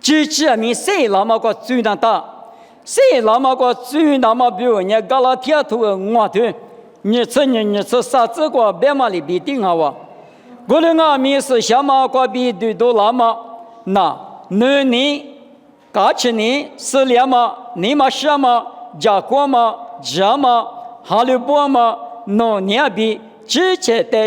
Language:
Lisu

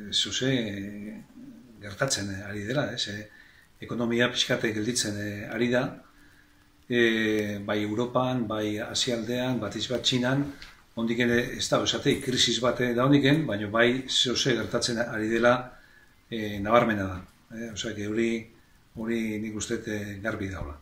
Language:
Basque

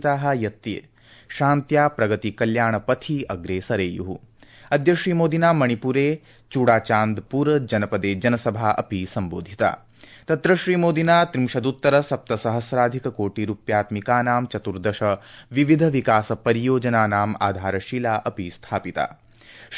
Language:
Sanskrit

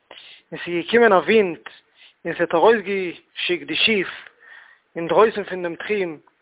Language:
Yiddish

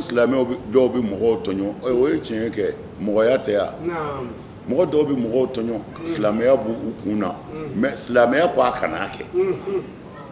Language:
Bambara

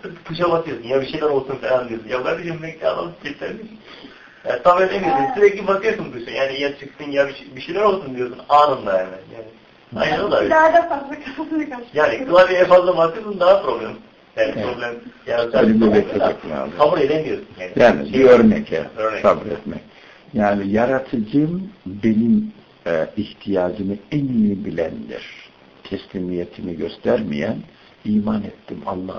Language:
Turkish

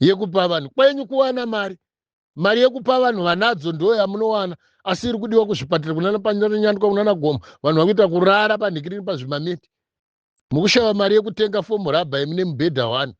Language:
Shona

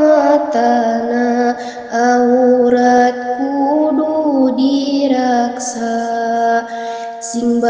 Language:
Sundanese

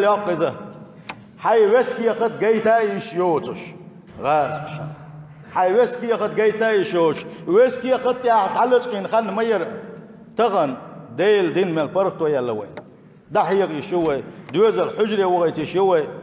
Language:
Chechen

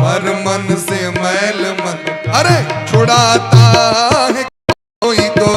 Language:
Maithili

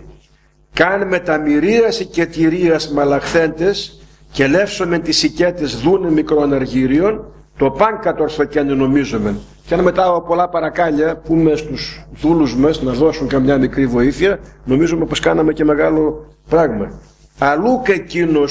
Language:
Greek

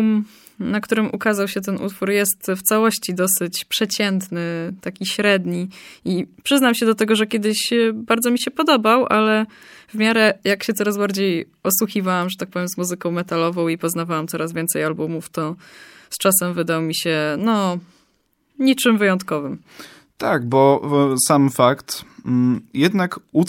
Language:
Polish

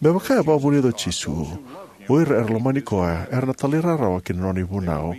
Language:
Fijian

